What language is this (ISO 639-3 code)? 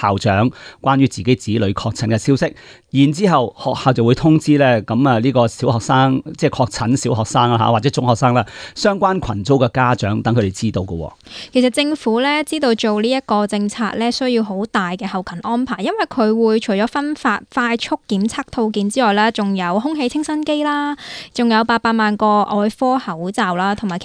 yue